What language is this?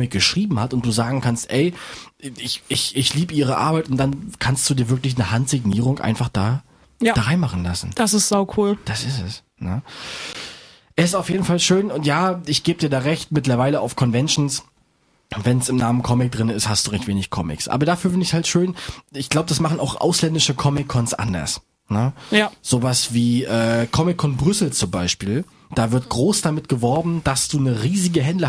German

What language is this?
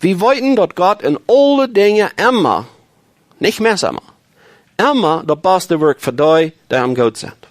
Plautdietsch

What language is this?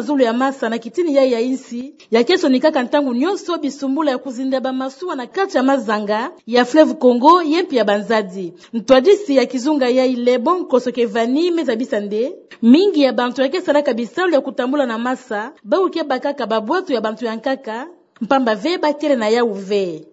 Kituba (Democratic Republic of Congo)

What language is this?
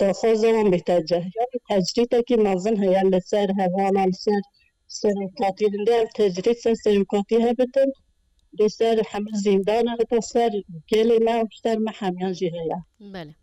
Kurdish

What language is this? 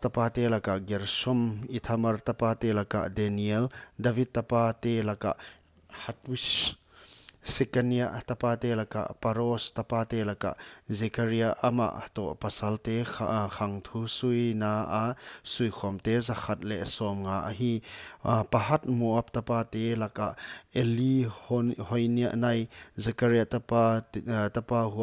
Paite Chin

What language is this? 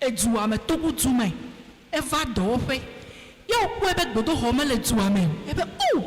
Ewe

